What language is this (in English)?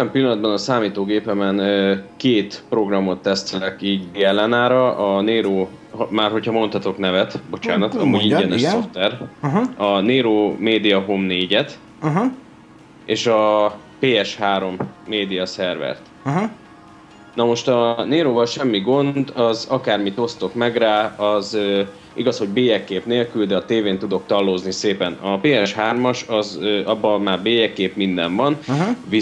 Hungarian